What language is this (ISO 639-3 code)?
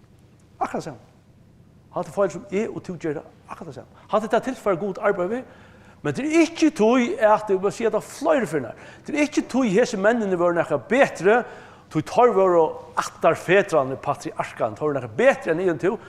fao